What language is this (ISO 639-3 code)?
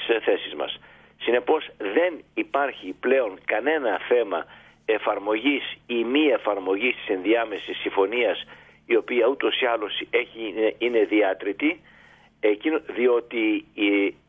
ell